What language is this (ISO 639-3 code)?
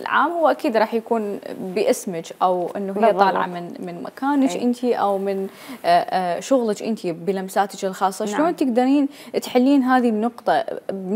acm